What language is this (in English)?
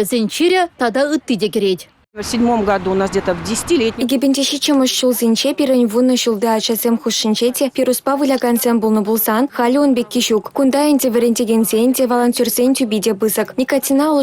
Chuvash